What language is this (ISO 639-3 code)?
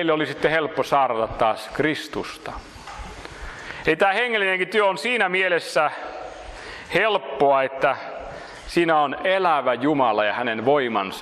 fin